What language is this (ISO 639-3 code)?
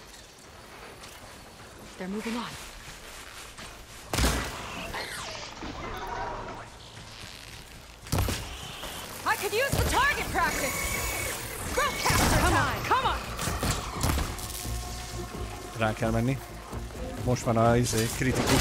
hun